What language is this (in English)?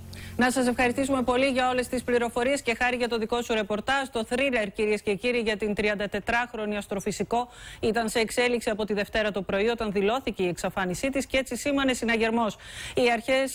Greek